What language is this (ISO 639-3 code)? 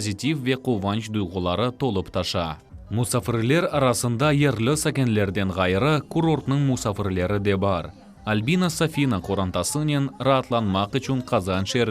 crh